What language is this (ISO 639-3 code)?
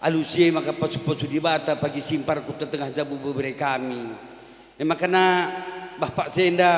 btx